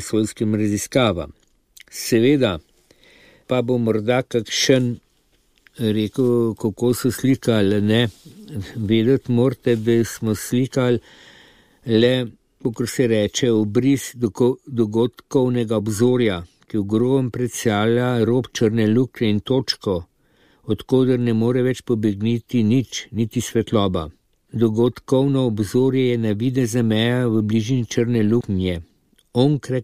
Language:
Slovenian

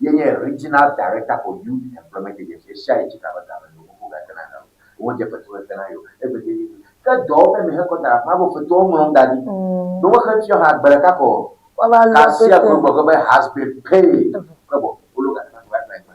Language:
Ewe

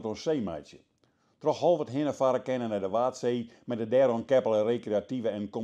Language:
Western Frisian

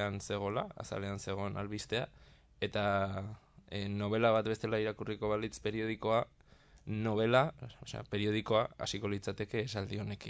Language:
Basque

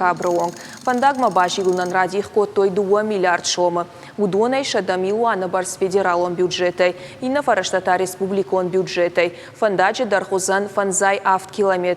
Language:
Ossetic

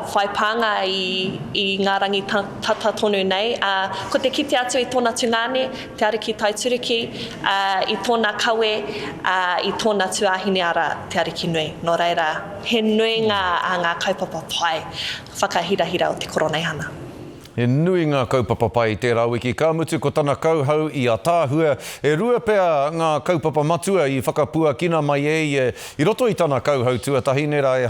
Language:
Māori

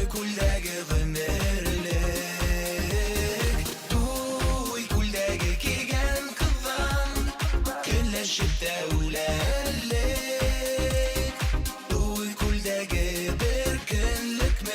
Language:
Bashkir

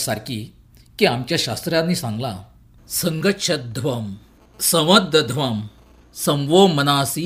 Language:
Konkani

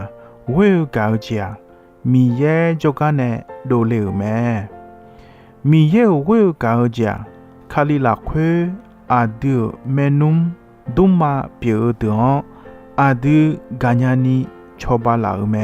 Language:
Akha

